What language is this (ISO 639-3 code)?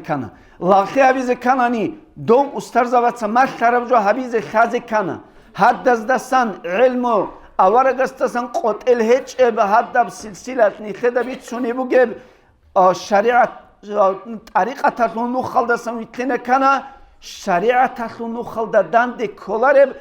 ava